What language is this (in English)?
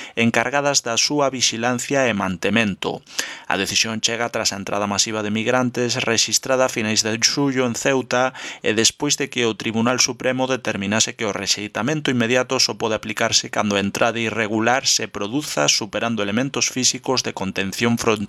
Galician